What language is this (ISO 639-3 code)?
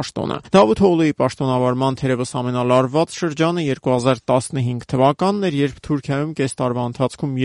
hye